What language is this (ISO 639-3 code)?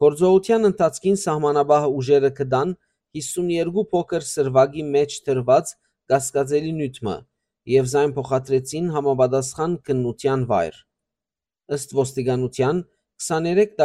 hyw